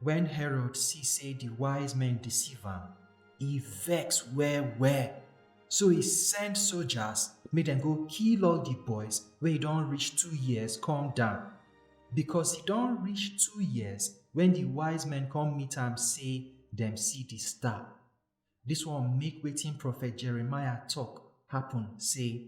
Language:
Nigerian Pidgin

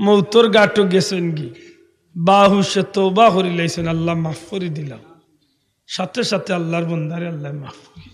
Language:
Sylheti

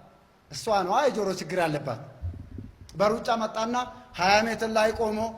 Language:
Amharic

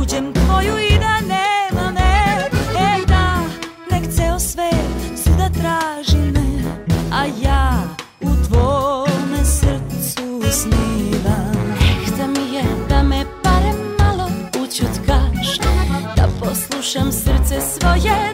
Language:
Serbian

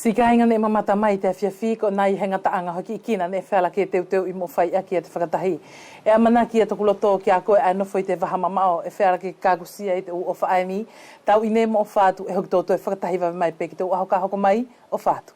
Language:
Wallisian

